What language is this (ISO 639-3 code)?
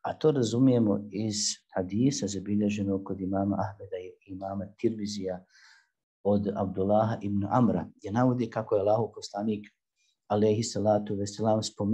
bos